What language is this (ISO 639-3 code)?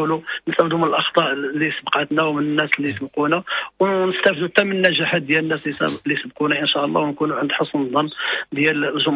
ary